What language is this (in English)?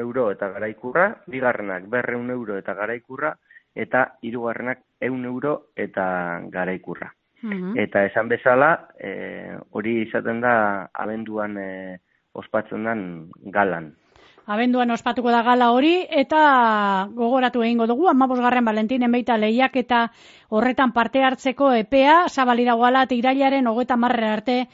Basque